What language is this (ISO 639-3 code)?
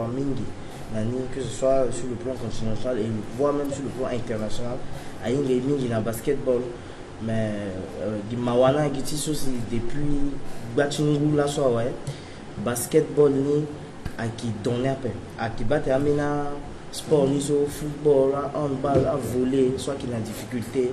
sag